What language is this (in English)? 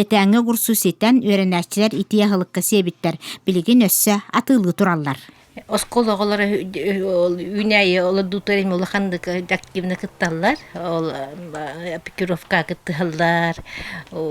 Yakut